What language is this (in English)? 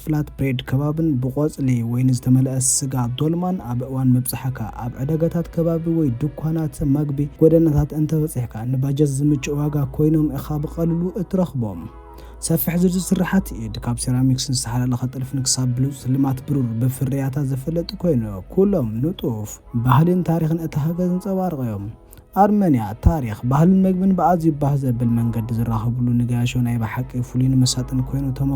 Tigrinya